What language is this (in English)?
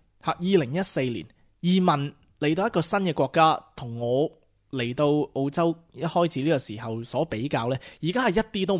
Cantonese